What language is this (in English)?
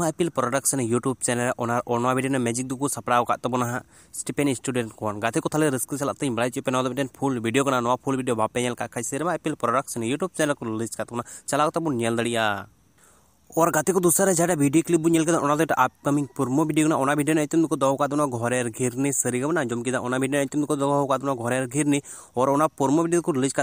Santali